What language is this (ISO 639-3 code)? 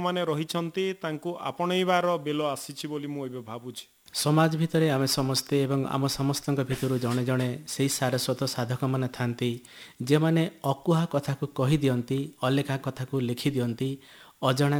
ori